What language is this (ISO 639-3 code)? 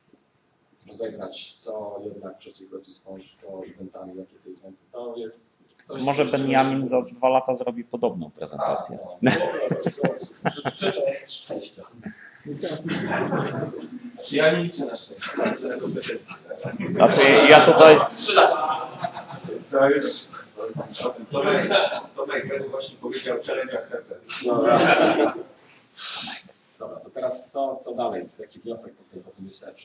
pol